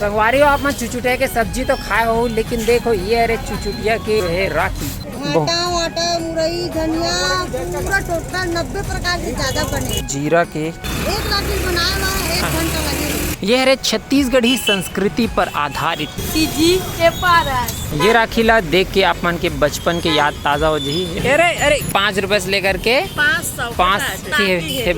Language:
Chhattisgarhi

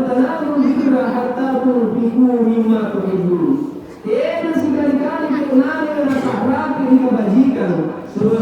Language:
Makasar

